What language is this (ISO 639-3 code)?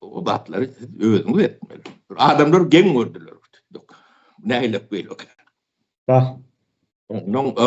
tuk